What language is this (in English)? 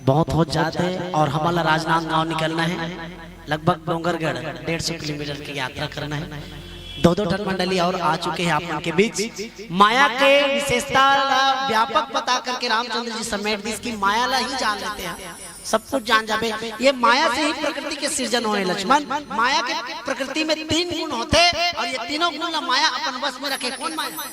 Chhattisgarhi